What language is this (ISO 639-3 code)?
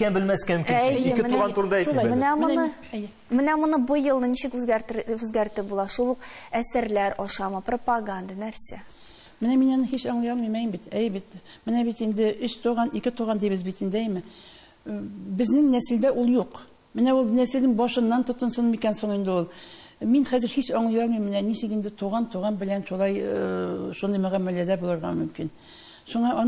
tat